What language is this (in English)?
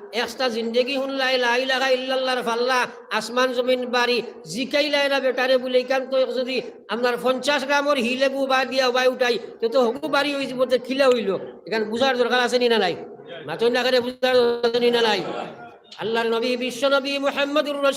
Sylheti